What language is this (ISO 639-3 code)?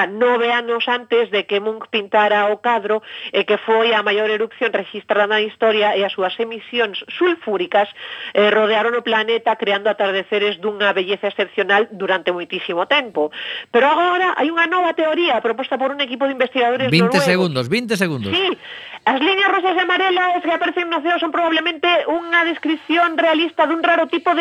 glg